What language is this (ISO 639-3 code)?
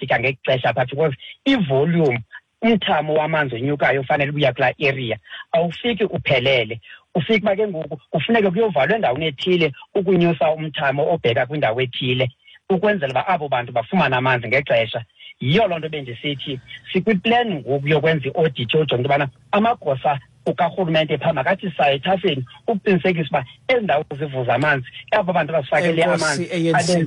xho